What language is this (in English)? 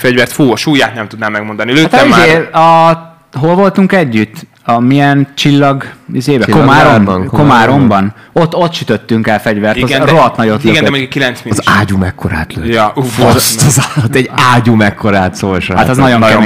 Hungarian